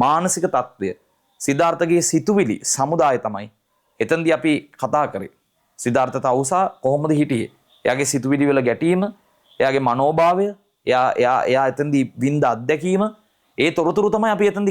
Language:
Sinhala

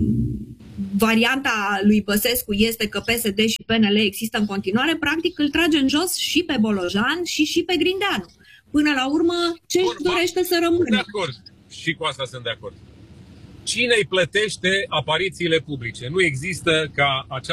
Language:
Romanian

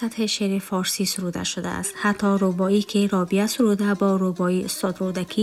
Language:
Tajik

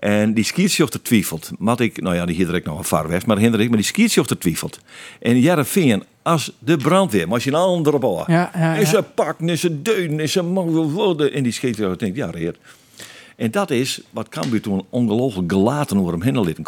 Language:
Western Frisian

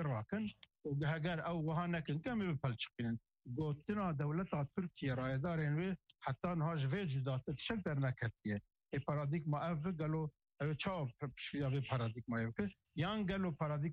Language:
Kurdish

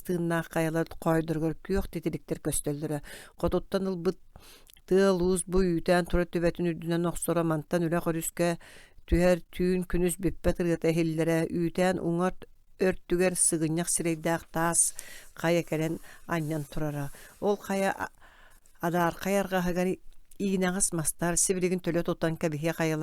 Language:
Yakut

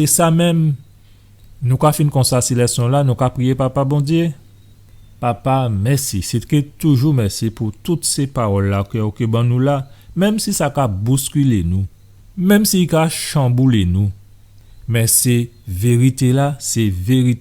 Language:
Guadeloupean Creole French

